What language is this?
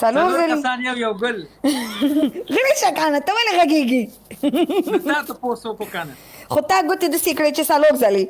Pashto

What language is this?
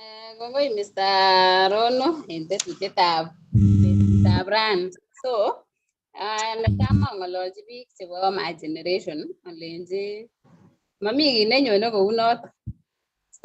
Kalenjin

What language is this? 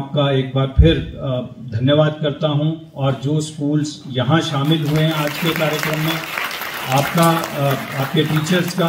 Hindi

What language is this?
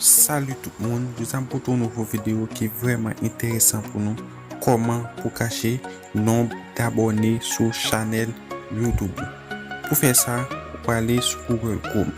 Haitian Creole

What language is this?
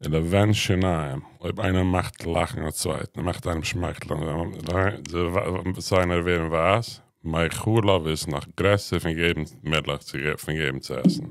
Yiddish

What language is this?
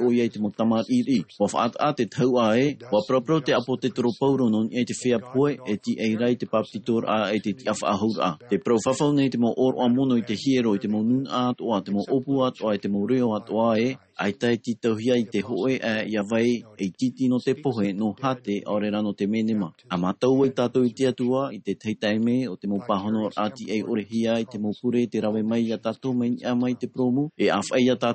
Tahitian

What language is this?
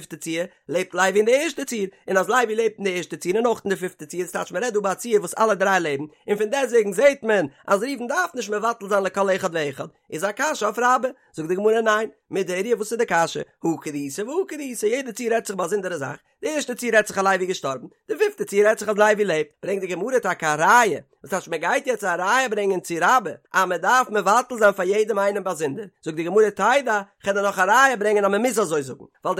Yiddish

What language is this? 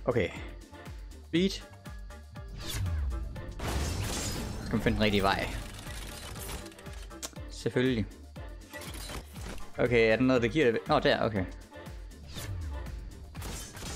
Danish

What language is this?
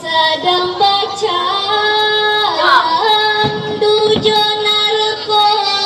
Minangkabau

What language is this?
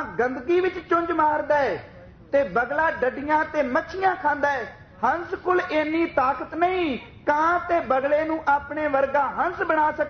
Punjabi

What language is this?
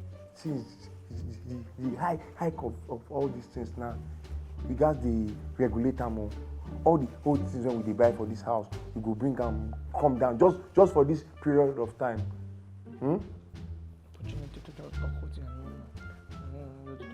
Nigerian Pidgin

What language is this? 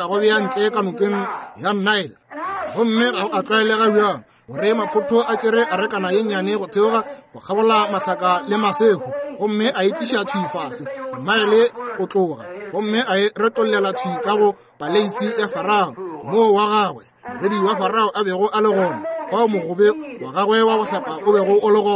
Northern Sotho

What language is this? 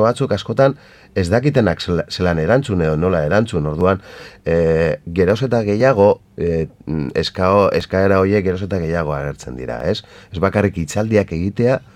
Basque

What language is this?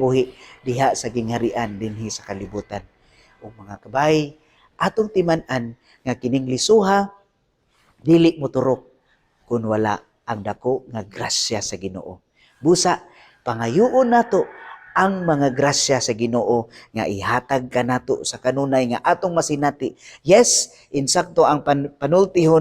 Cebuano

